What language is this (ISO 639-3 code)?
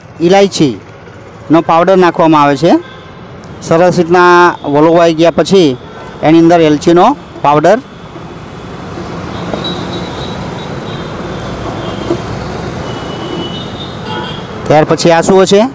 guj